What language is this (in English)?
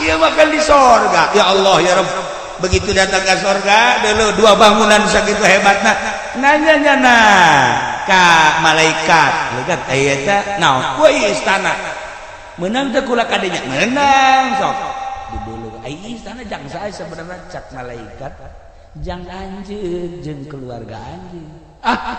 Sundanese